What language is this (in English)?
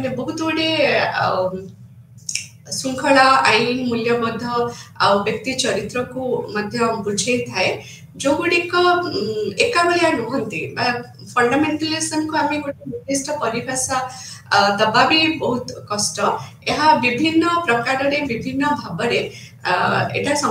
Odia